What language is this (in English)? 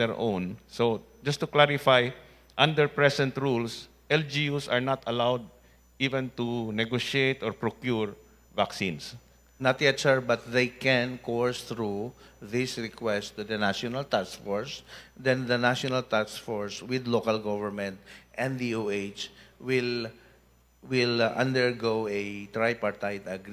Cebuano